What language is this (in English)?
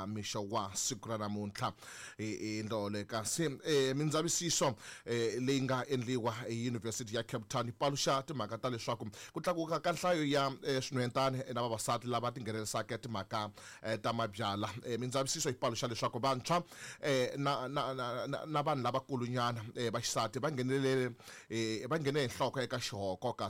Tsonga